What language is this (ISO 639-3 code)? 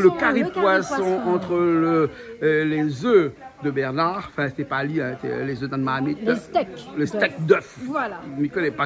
rcf